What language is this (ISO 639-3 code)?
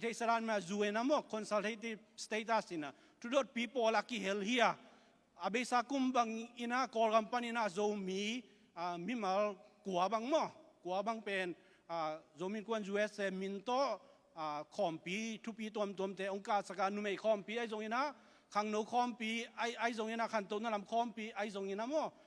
ctd